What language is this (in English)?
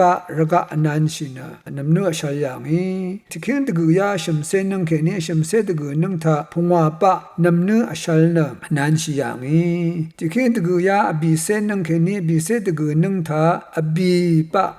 Rawang